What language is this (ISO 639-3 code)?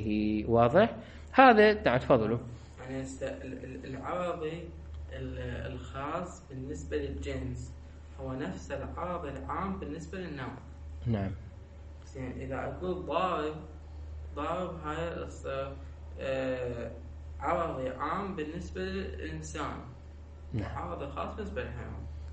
acm